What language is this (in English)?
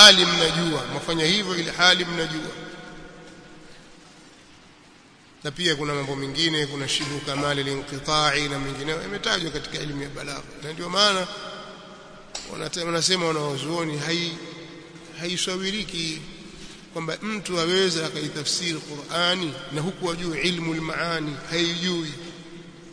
Swahili